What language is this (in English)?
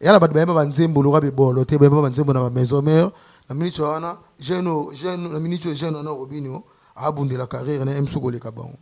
Lingala